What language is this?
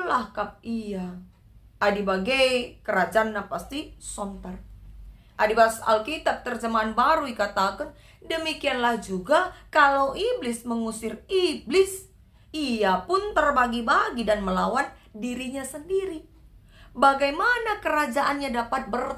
Batak Karo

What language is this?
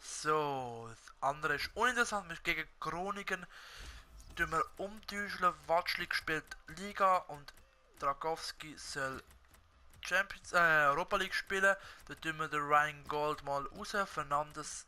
Swiss German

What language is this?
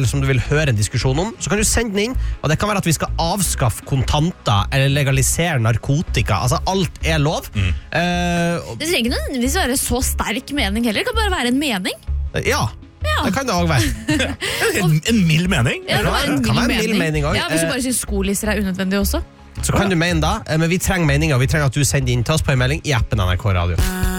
Norwegian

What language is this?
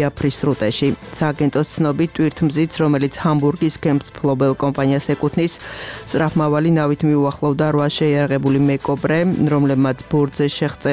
Georgian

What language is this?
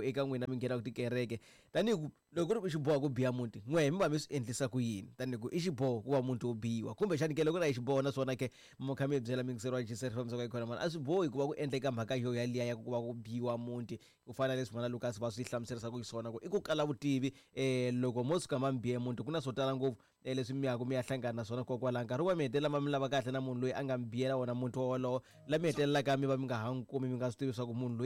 Tsonga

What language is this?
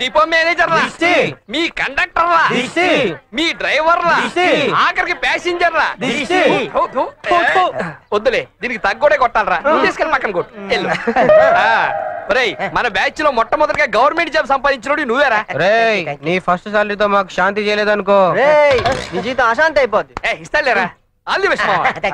Telugu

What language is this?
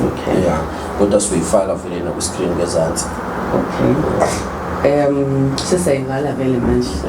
Zulu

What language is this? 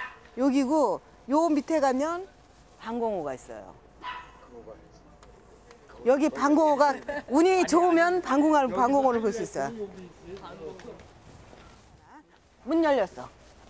Korean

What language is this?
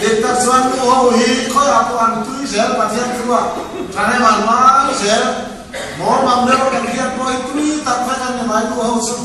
Mizo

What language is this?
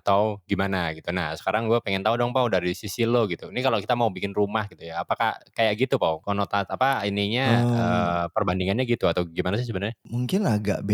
Indonesian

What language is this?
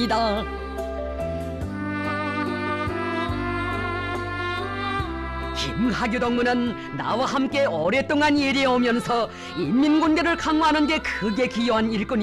Korean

